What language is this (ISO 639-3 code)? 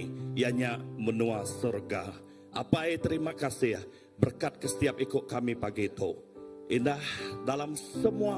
iba